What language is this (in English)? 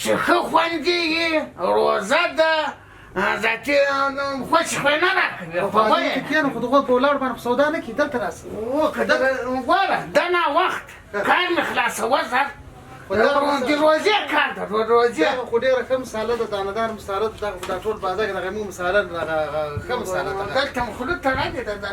Pashto